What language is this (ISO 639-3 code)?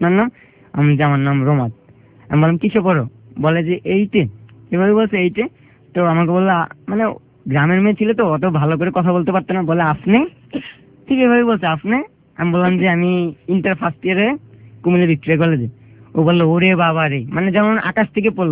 ben